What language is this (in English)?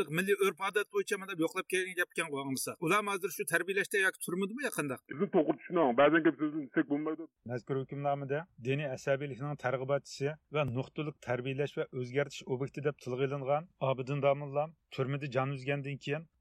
Uyghur